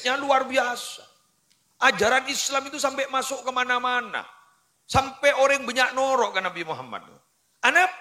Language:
Madurese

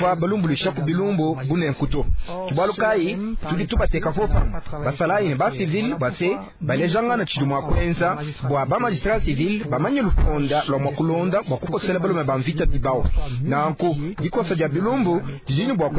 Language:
Luba-Lulua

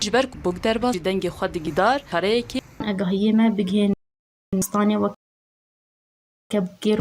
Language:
Kurdish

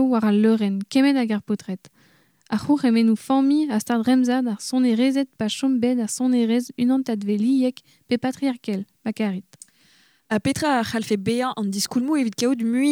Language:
Breton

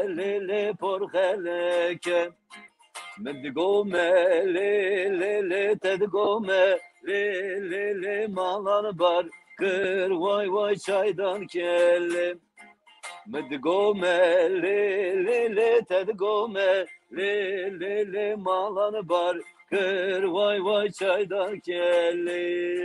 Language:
Zaza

